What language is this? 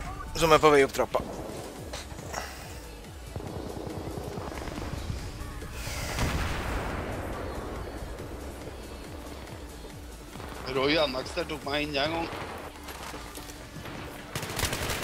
Norwegian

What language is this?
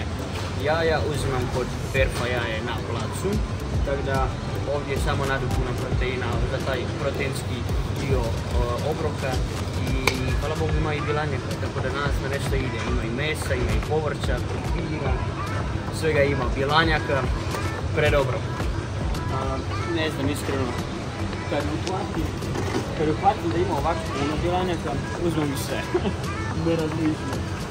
Croatian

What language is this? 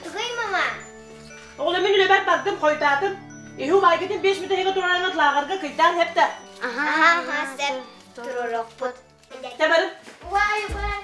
Yakut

